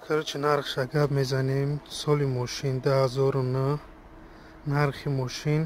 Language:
Tajik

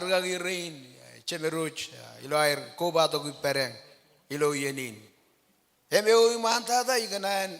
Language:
Marshallese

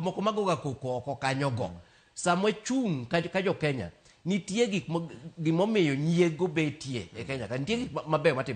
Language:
Luo (Kenya and Tanzania)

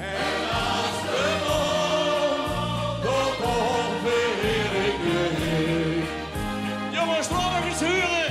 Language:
Limburgish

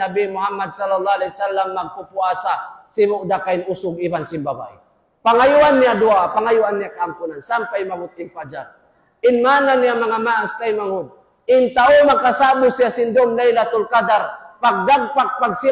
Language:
Tausug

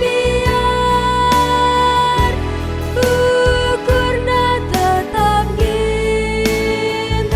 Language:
Batak Karo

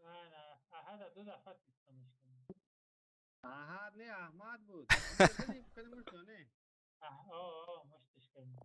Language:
Persian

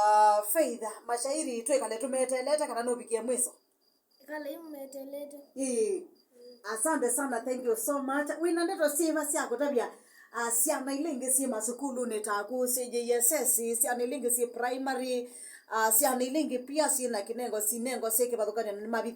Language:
Kamba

